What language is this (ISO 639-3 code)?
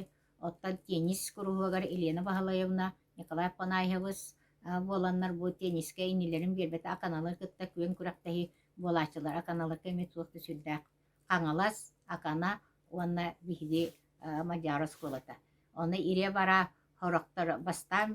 sah